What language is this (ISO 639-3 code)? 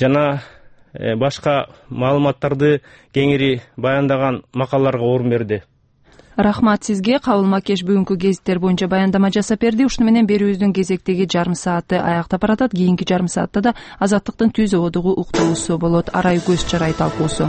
kir